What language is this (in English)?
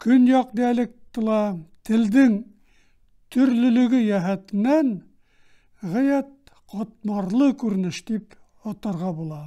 Bashkir